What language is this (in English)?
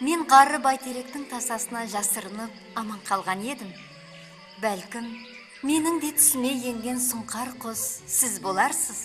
Kara-Kalpak